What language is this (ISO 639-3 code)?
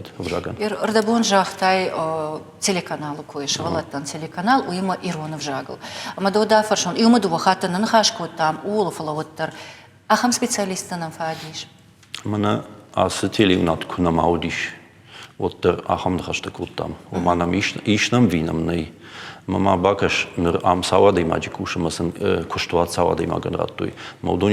oss